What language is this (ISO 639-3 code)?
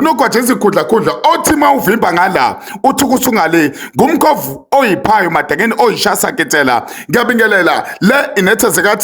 zul